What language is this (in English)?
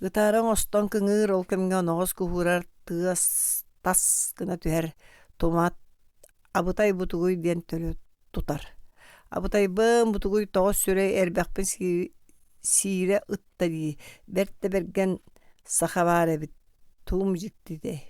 Yakut